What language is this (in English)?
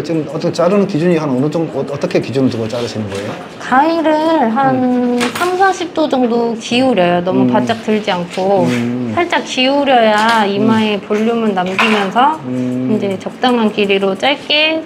Korean